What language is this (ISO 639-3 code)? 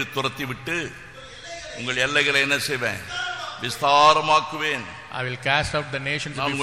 tam